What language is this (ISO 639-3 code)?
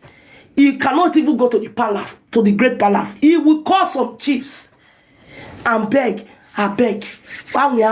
pcm